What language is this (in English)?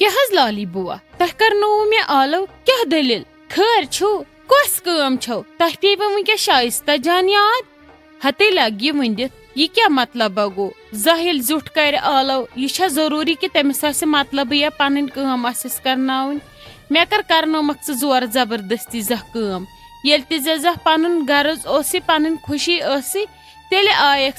Kashmiri